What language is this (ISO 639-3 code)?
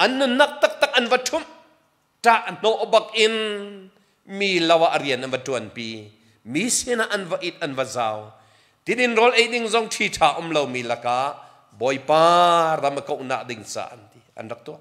cnh